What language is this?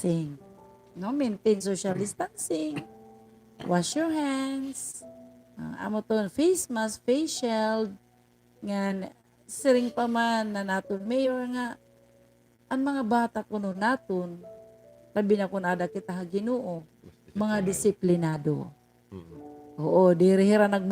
Waray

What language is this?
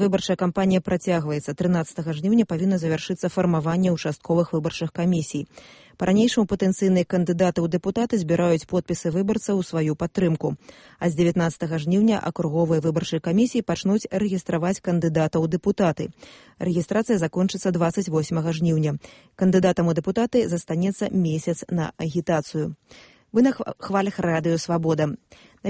Belarusian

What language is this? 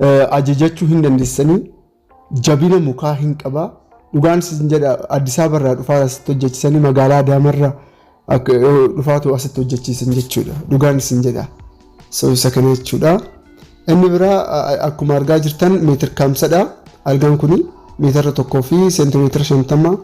Oromo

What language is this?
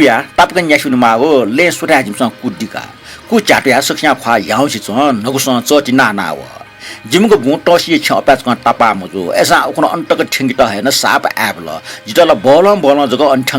Newari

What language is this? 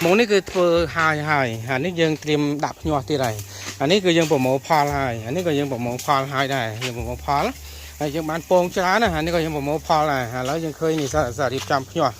Khmer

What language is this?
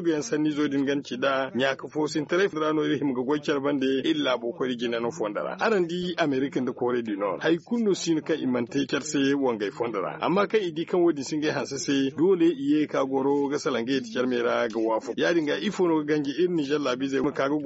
Zarma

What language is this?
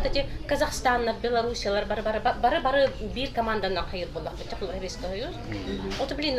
Yakut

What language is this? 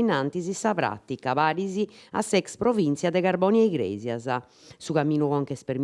Sardinian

